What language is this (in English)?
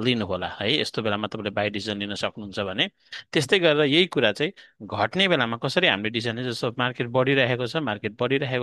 Nepali